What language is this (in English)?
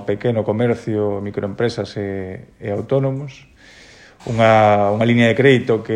Galician